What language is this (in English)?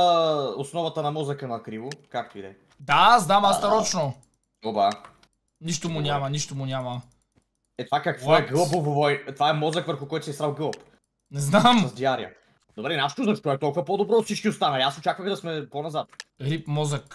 Bulgarian